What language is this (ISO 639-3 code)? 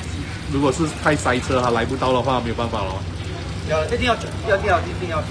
zho